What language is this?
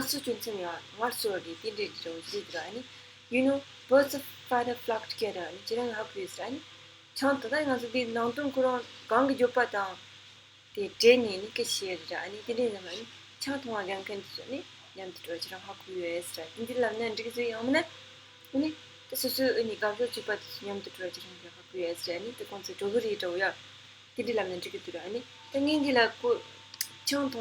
Tibetan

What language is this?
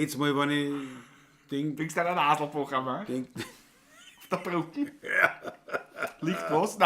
Bavarian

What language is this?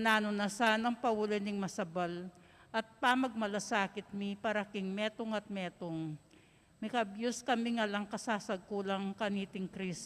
Pampanga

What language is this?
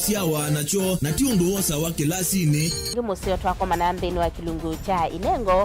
Kamba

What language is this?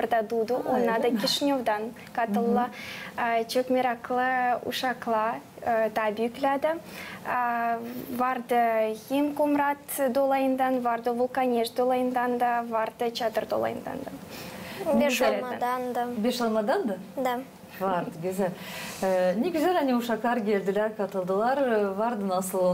Gagauz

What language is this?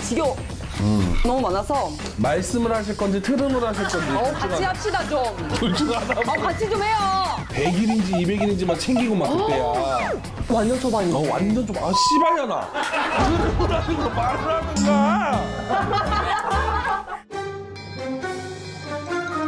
Korean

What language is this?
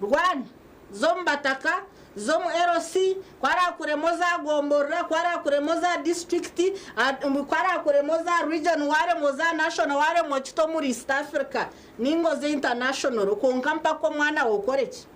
Nyankole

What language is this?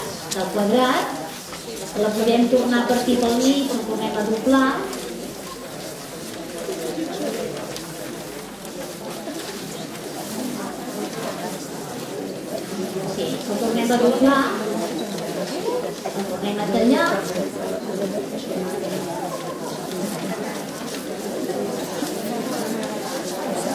Catalan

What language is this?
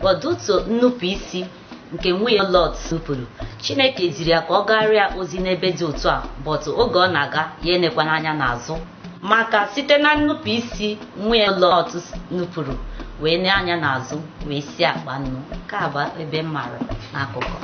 Igbo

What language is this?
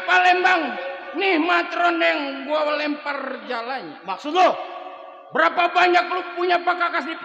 Betawi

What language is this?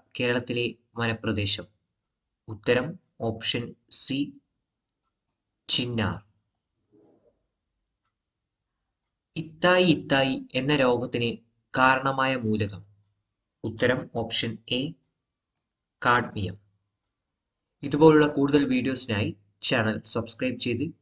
Malayalam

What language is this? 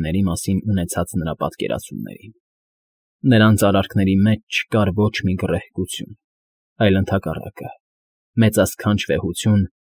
Armenian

